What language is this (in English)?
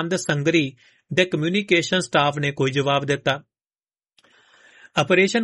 Punjabi